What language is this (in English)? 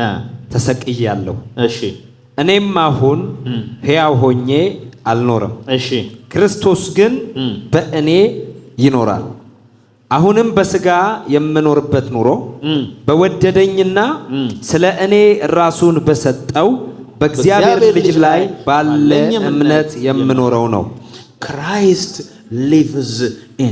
Amharic